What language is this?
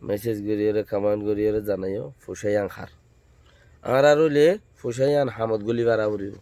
Rohingya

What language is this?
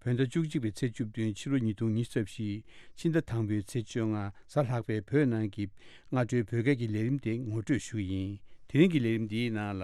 Tibetan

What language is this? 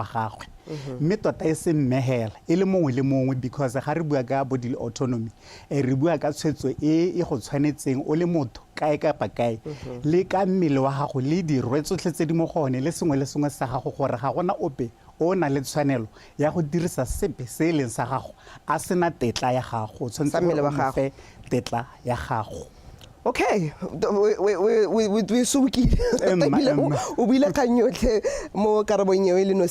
Tswana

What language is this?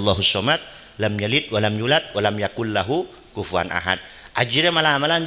Madurese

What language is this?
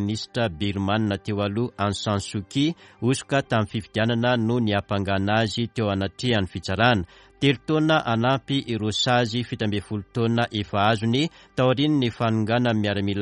Malagasy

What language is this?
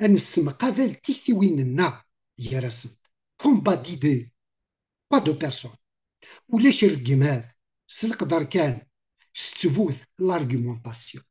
Kabyle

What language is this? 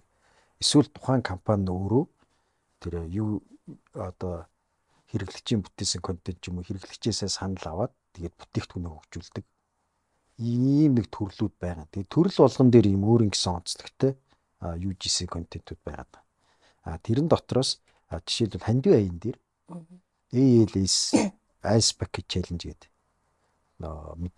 Mongolian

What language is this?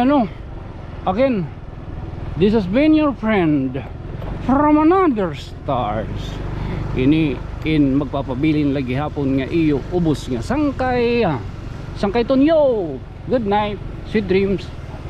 Waray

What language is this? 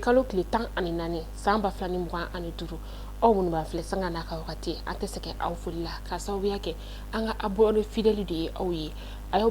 Bambara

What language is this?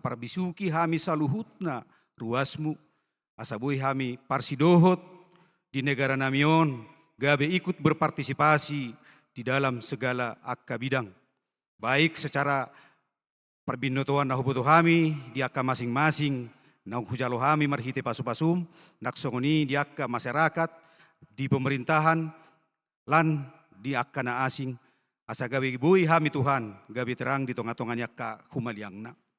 Batak Toba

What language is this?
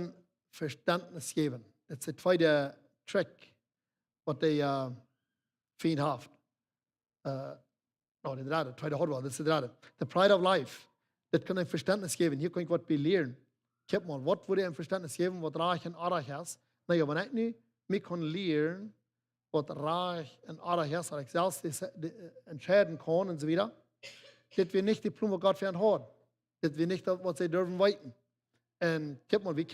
Plautdietsch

